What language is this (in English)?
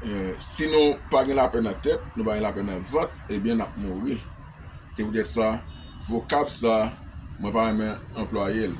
Haitian Creole